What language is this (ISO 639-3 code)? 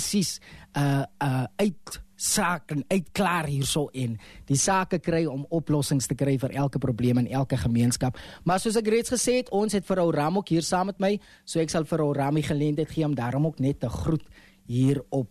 afr